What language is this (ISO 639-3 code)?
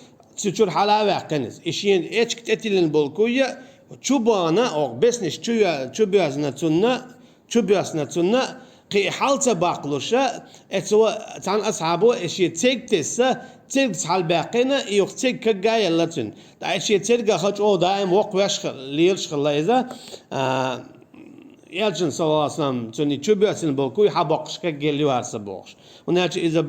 che